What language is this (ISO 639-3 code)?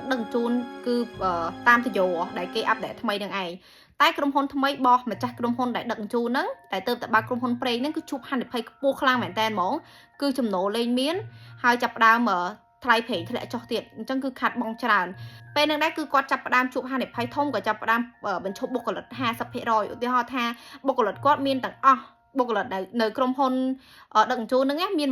khm